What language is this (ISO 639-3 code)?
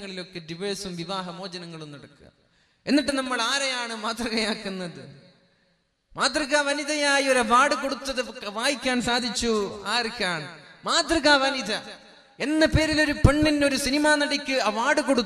mal